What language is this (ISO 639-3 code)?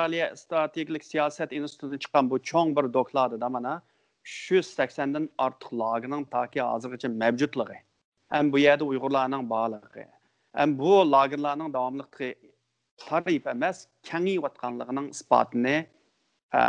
uig